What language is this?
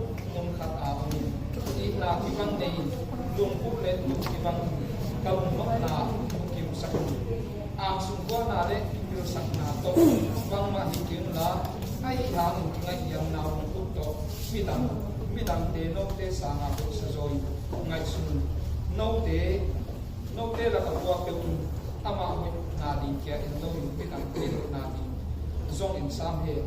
Paite Chin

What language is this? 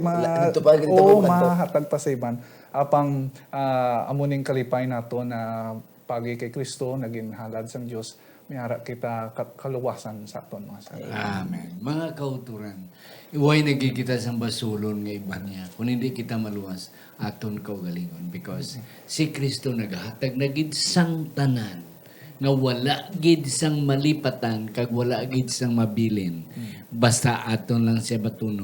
Hiligaynon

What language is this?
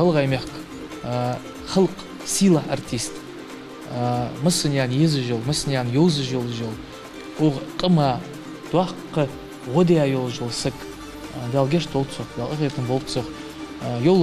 Ingush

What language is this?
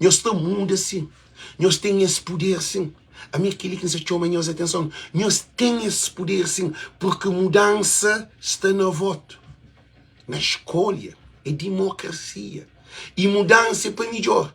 Kabuverdianu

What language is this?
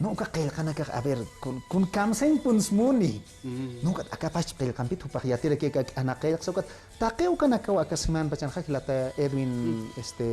Aymara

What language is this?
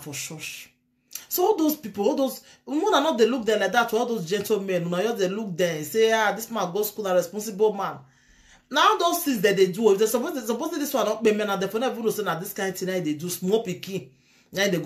Nigerian Pidgin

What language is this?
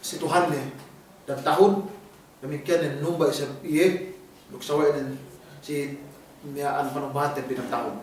Yakan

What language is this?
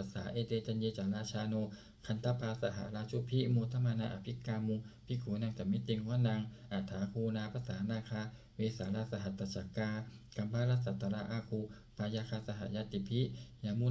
Pali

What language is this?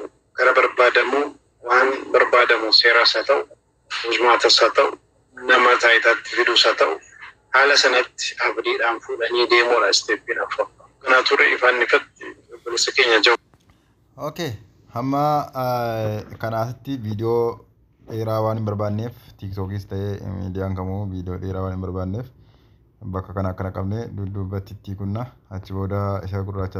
Oromo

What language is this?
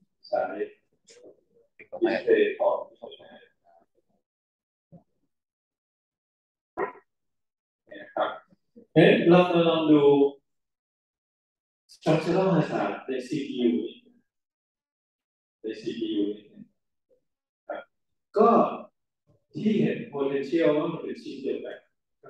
Thai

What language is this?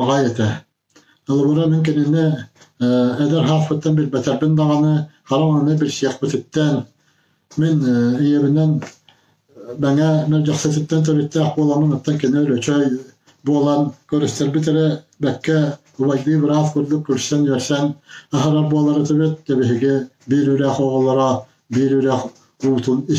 Yakut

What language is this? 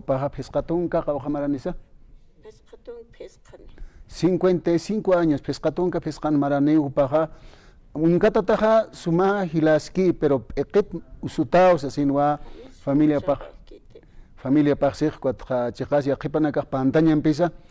Aymara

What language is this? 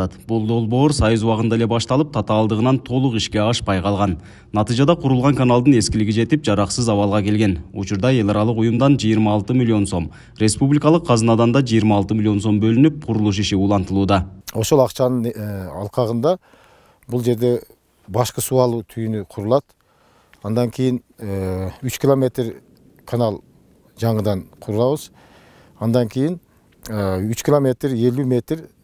Kyrgyz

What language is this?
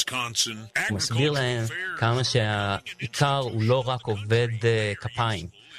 Hebrew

